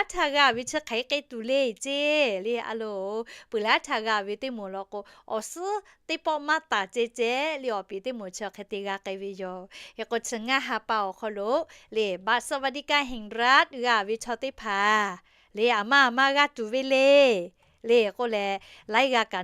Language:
Lahu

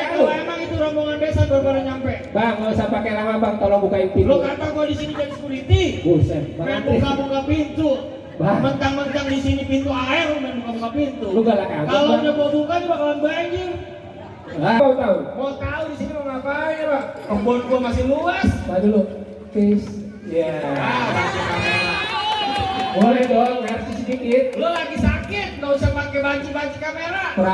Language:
Betawi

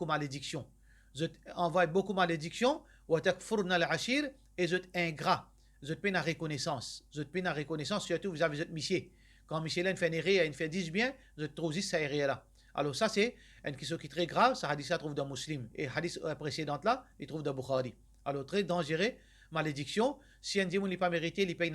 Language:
Morisyen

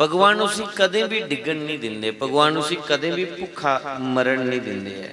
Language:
Dogri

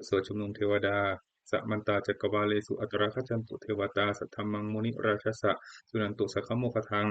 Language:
Pali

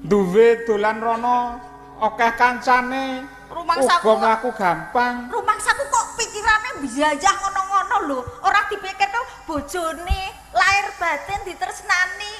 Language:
Javanese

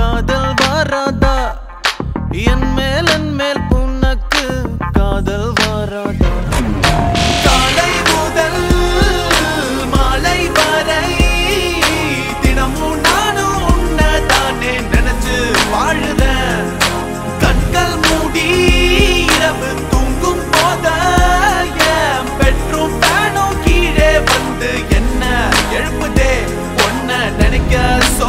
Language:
Tamil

